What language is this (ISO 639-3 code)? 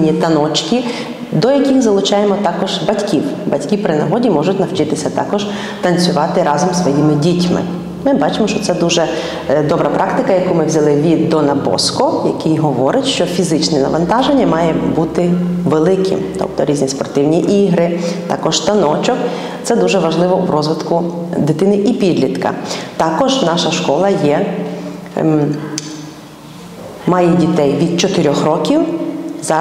ukr